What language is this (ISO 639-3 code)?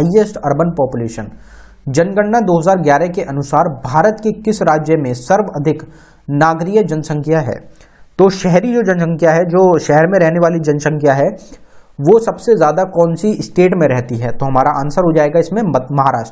hin